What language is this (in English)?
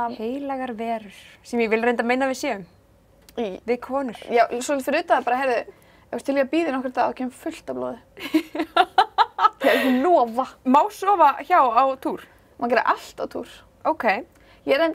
Icelandic